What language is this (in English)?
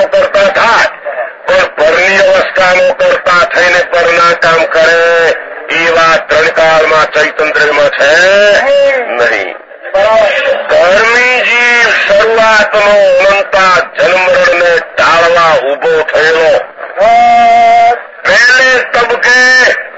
Gujarati